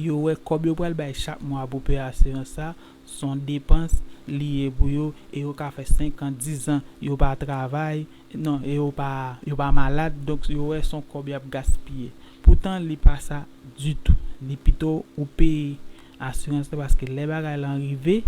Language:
Haitian Creole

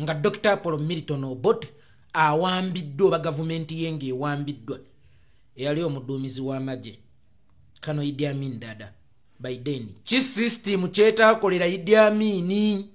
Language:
Ganda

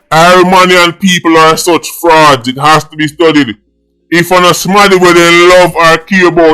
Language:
Jamaican Creole English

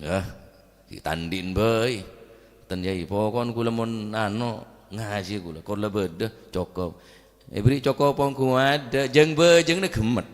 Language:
Madurese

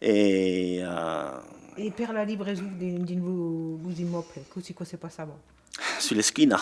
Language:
Occitan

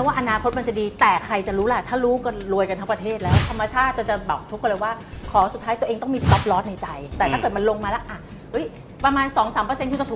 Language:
Thai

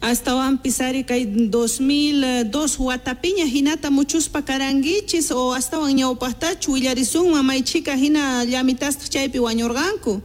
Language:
South Bolivian Quechua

